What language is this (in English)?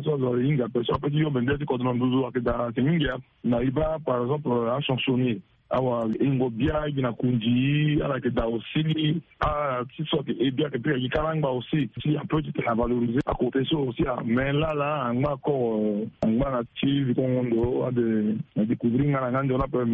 Sango